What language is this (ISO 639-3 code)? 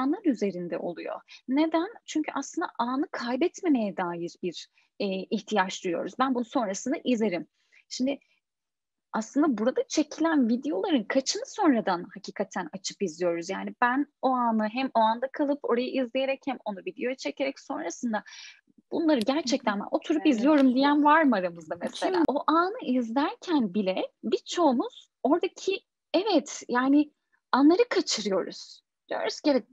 tur